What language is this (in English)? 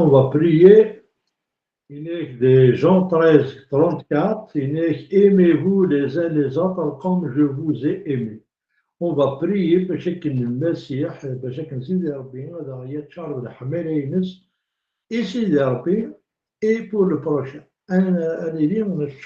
Kabyle